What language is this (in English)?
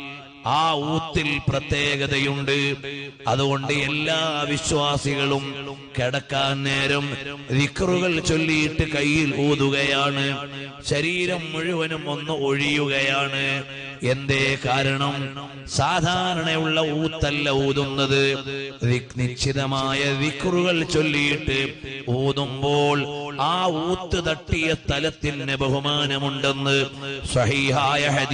Malayalam